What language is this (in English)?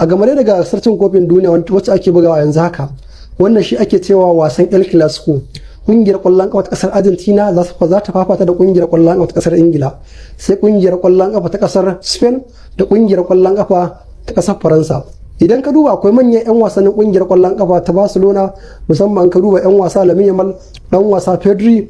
Hausa